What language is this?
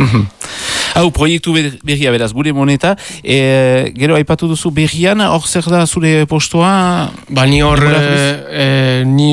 Basque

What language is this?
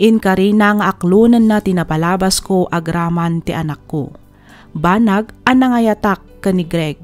Iloko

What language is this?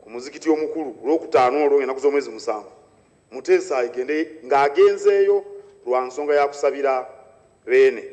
Ganda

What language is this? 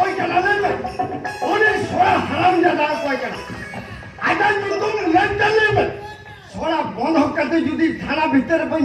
Santali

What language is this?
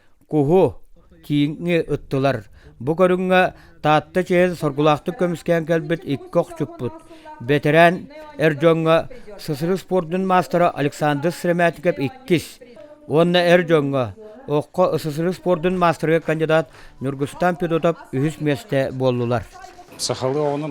Yakut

